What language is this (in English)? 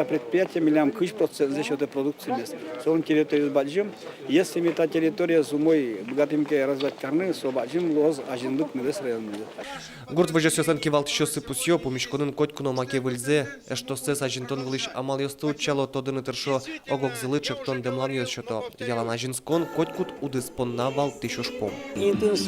Udmurt